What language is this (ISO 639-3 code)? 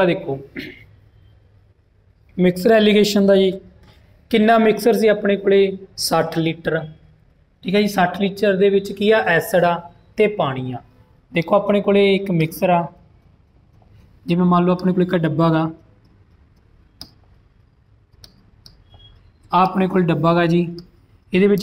pan